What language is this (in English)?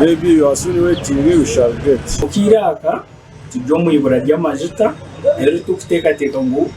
Nyankole